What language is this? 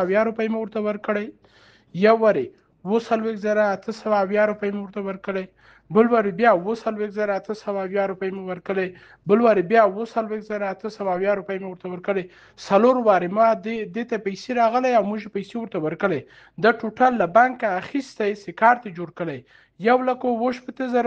Pashto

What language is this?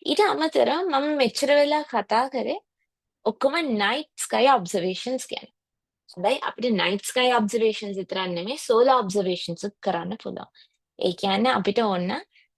Sinhala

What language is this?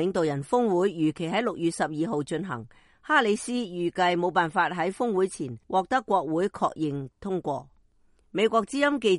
Cantonese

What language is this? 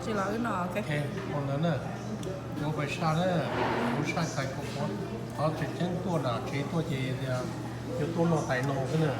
Hmong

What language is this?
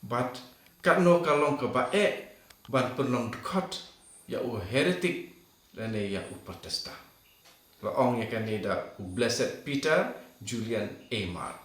Khasi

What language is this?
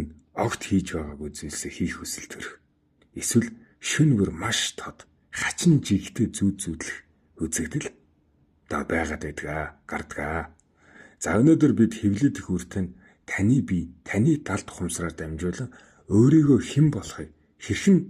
Mongolian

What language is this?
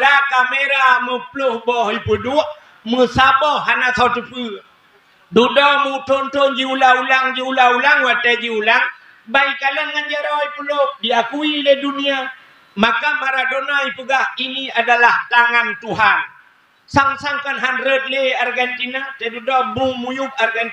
Achinese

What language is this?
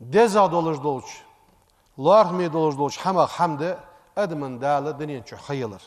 Ingush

